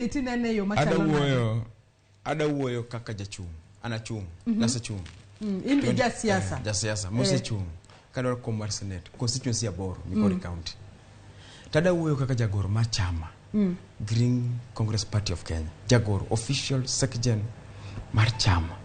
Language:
Luo (Kenya and Tanzania)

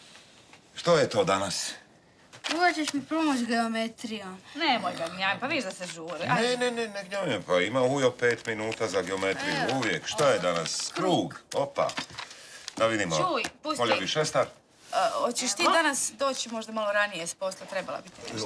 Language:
Croatian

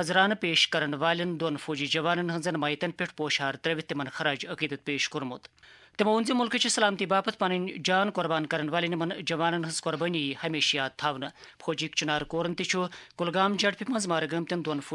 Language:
Kashmiri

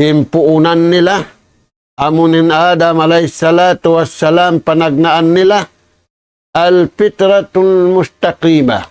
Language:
Tausug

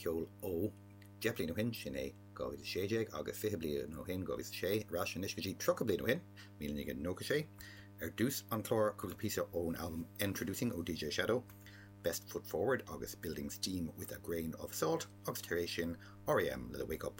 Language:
Irish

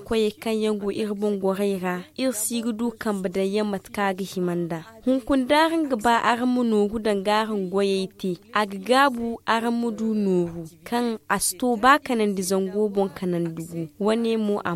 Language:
Zarma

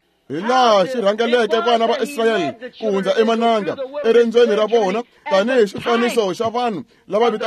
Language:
Tsonga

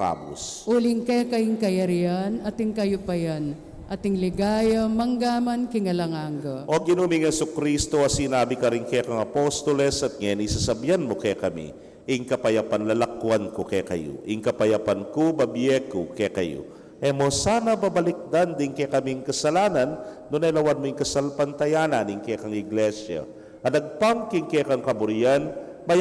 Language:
Pampanga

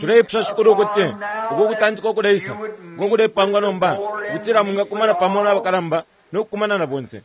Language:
Bemba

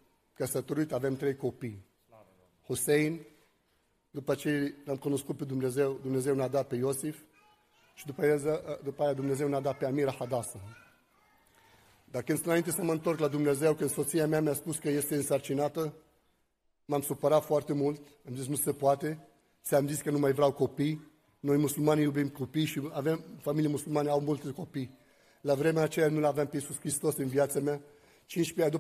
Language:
Romanian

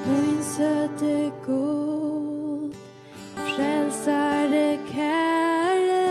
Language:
Faroese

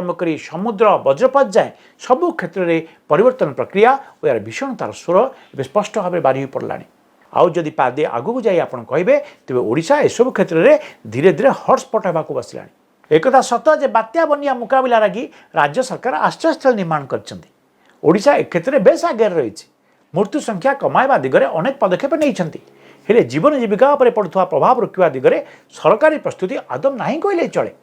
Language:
Odia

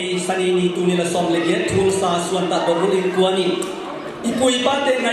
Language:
Tedim Chin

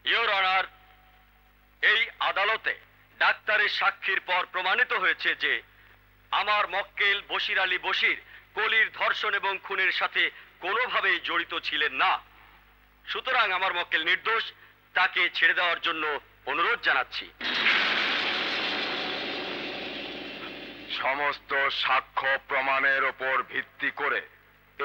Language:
Bangla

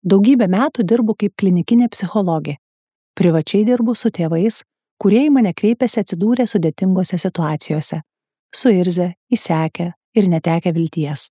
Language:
Lithuanian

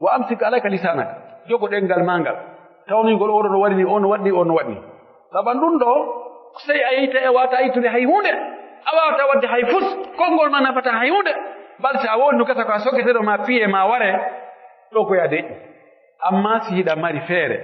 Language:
Pular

